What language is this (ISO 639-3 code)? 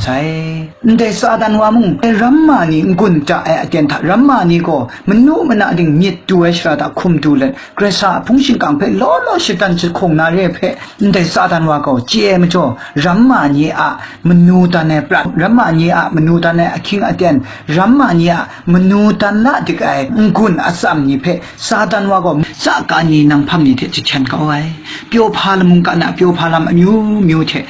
kac